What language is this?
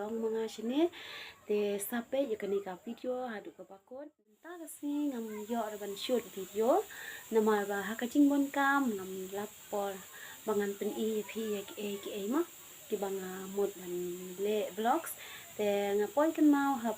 Khasi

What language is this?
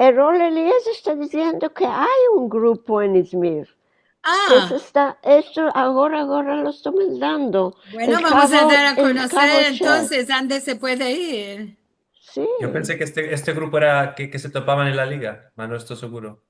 Ladino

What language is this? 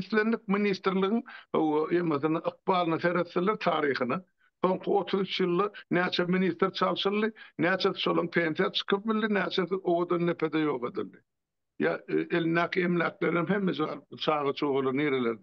Turkmen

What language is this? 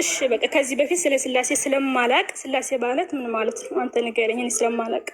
Amharic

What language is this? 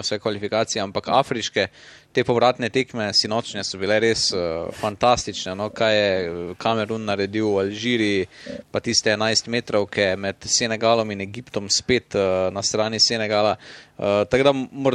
Slovenian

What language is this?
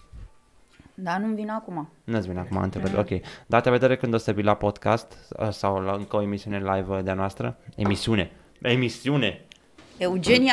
Romanian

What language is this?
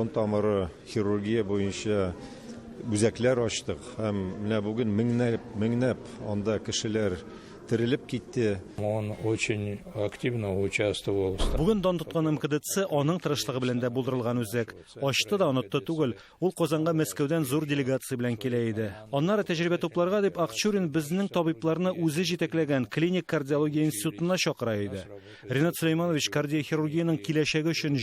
Tatar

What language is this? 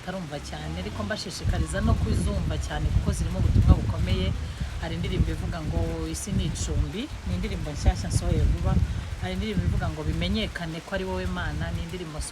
Kinyarwanda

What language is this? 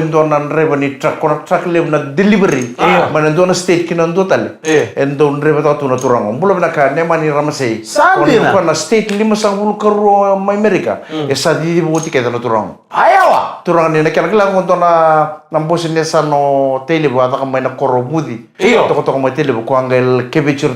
Fijian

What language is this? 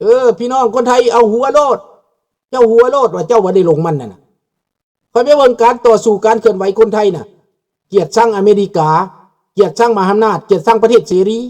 Lao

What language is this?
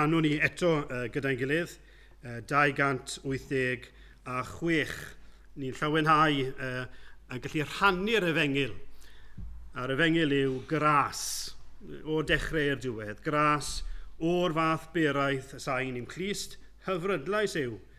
Welsh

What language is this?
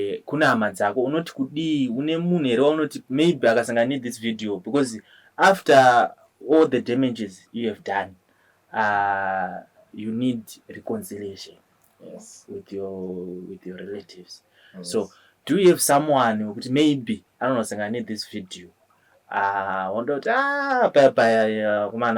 Shona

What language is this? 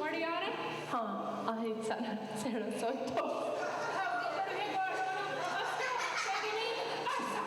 Mohawk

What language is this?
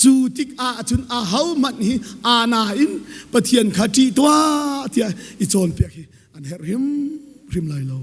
Hakha Chin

